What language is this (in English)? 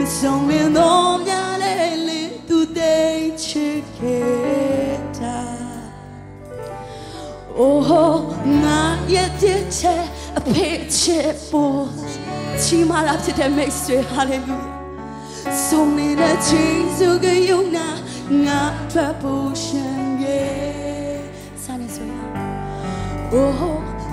Burmese